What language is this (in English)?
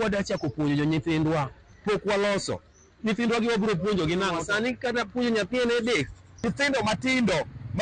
Luo (Kenya and Tanzania)